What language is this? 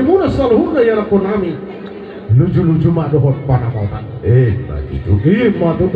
Batak Toba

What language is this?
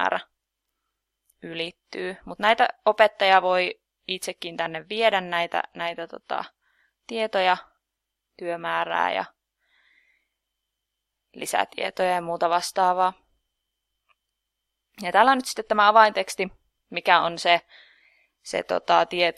Finnish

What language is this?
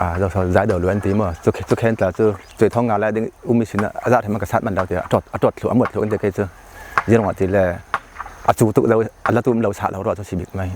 Falam Chin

